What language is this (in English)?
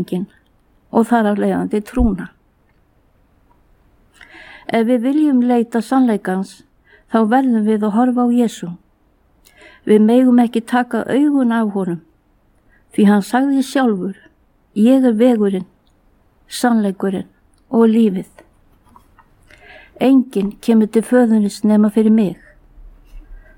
Icelandic